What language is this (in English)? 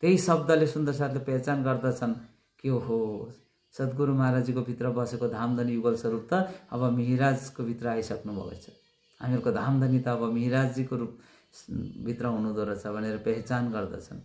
Nepali